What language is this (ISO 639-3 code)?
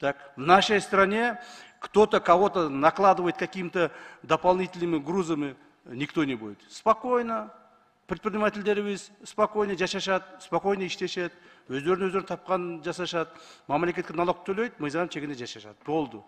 kir